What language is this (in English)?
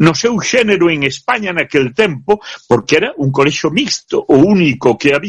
Galician